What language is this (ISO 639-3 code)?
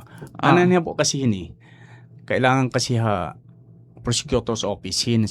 war